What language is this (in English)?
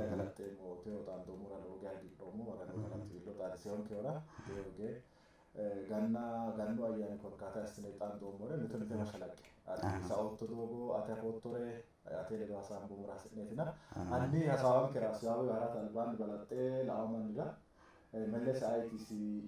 Sidamo